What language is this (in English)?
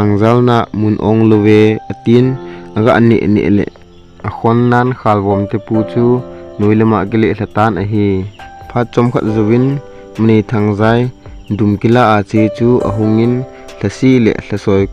Thado Chin